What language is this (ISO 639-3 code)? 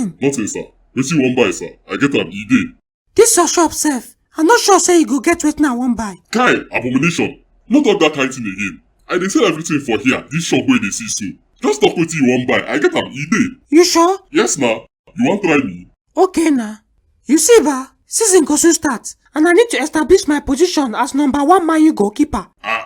pcm